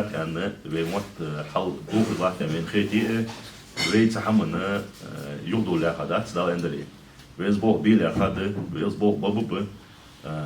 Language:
Ingush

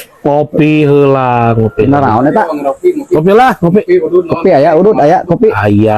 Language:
Sundanese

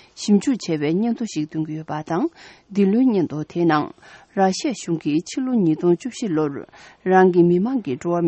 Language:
Tibetan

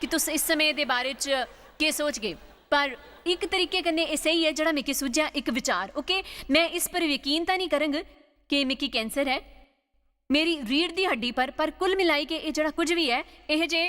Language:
Dogri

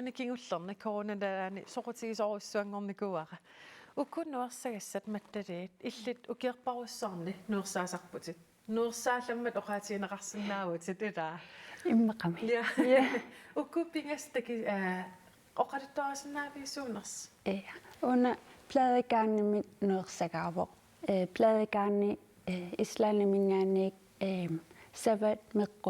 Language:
Kalaallisut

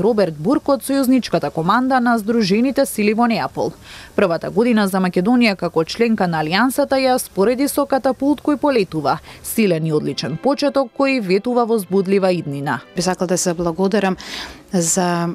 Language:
Macedonian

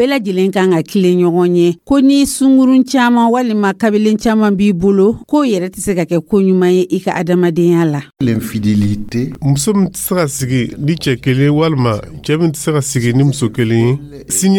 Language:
Dyula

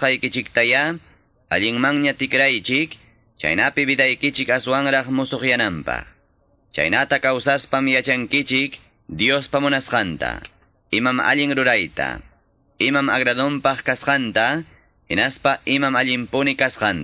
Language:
Quechua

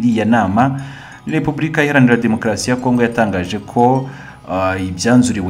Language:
Kinyarwanda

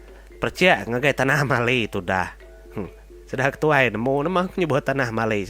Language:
Iban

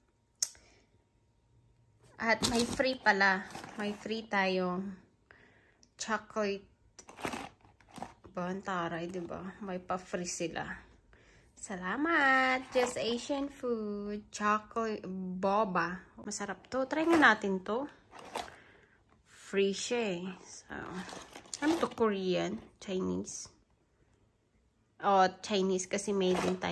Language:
Filipino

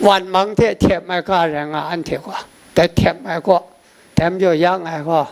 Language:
Kachin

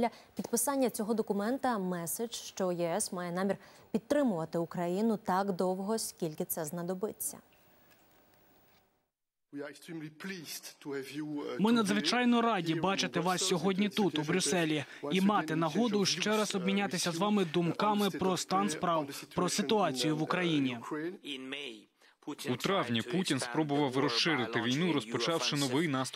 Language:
Ukrainian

